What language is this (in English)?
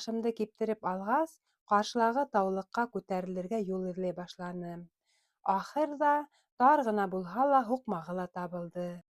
Bashkir